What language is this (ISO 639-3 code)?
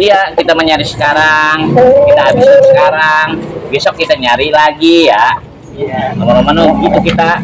bew